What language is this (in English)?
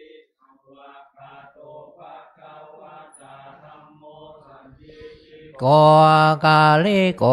Thai